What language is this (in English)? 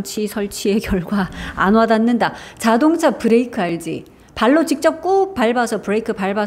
Korean